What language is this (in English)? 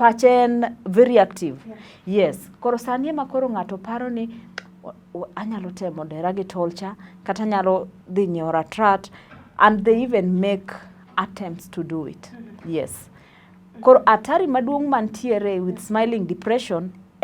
Luo (Kenya and Tanzania)